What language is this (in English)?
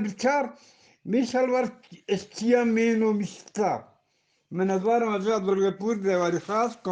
Eastern Balochi